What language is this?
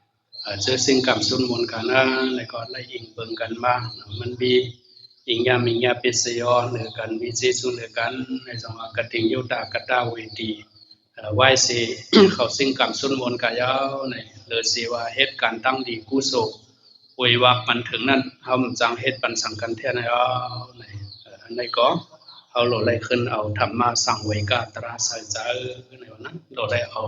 Shan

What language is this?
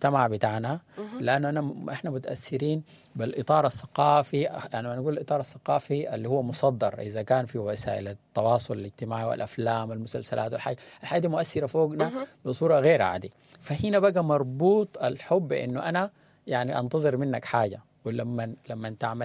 Sudanese Arabic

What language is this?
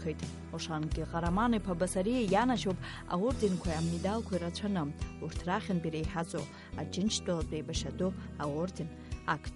Abkhazian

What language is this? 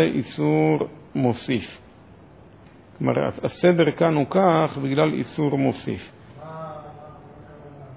Hebrew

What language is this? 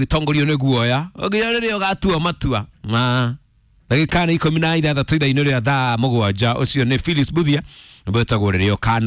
Kikuyu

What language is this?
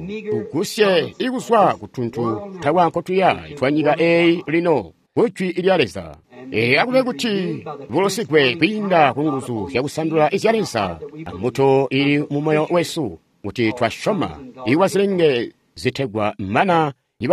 Tonga (Zambia)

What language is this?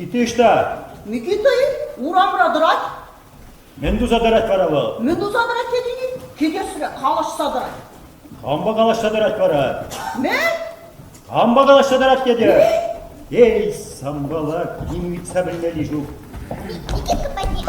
Chuvash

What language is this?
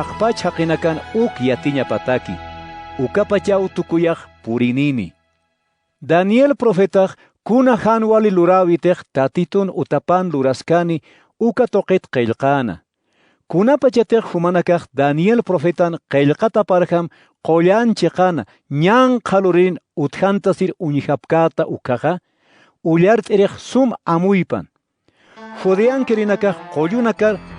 Aymara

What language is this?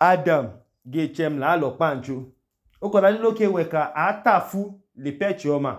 Idoma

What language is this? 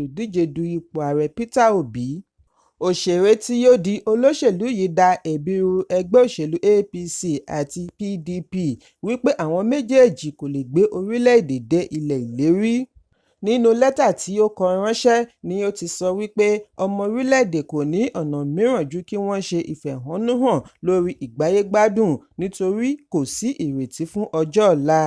Yoruba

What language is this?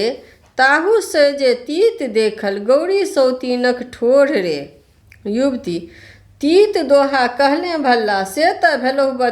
Maithili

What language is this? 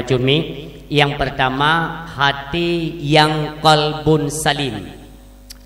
Achinese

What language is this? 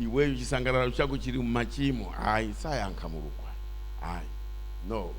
Nyanja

